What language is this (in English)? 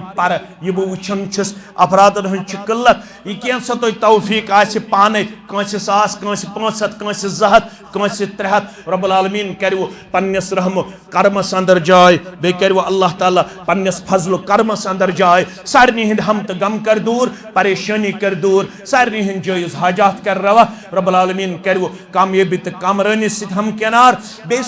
Kashmiri